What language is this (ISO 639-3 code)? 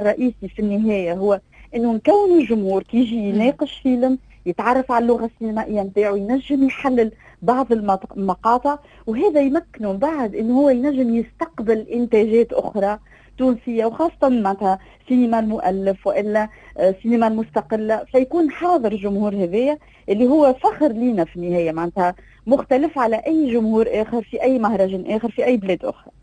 aeb